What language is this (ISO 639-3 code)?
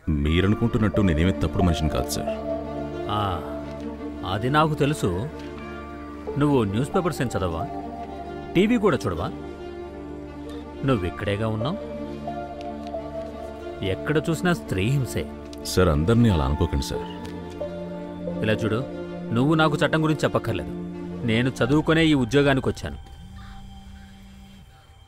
tel